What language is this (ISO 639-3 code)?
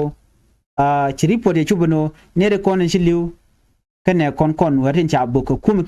nus